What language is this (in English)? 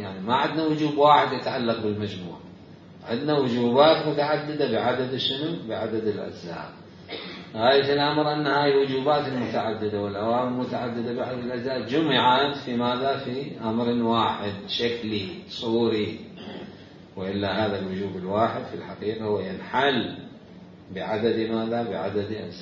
Mesopotamian Arabic